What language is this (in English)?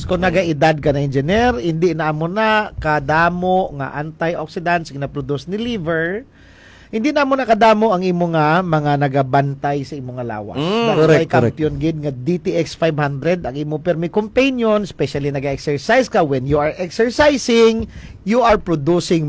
Hiligaynon